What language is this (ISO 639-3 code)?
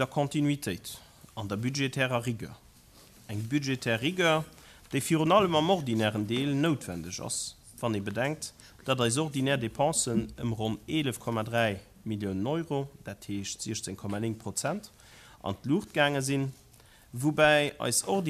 ltz